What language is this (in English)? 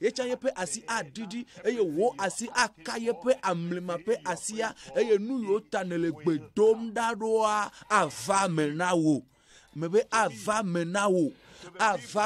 Ewe